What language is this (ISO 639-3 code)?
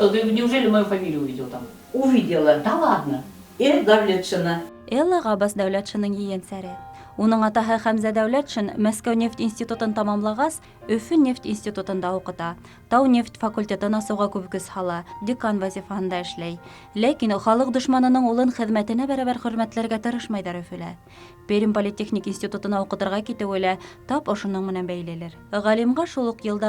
bak